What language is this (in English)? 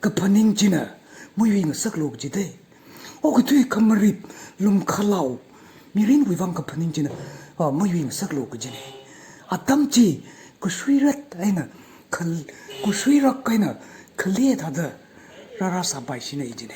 Tangkhul Naga (India)